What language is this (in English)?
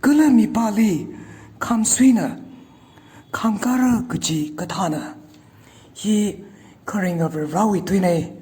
Tangkhul Naga (India)